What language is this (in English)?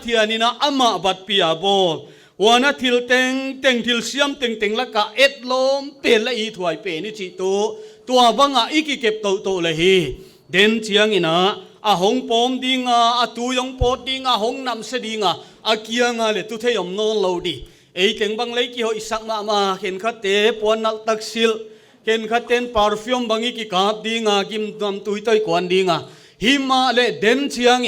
Paite Chin